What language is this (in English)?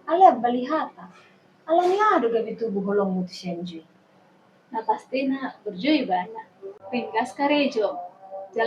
Batak Toba